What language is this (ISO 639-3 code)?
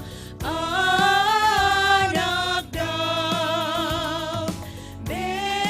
bts